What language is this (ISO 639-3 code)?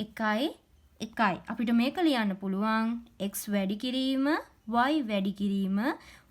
sin